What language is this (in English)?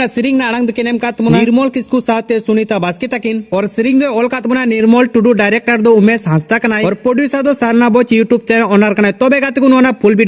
Santali